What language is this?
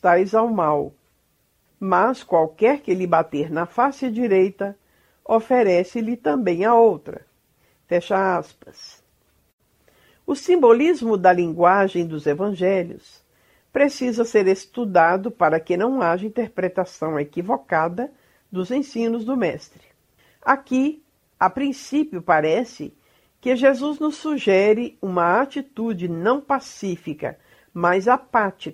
Portuguese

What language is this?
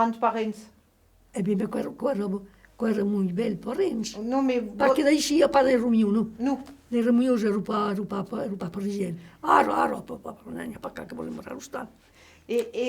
Occitan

